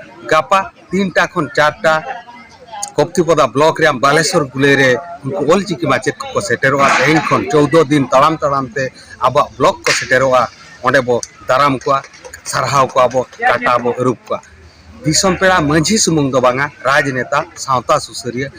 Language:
Santali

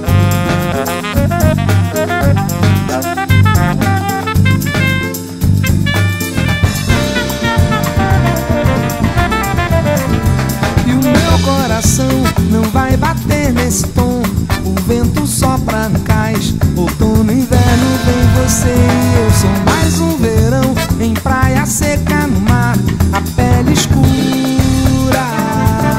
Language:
Portuguese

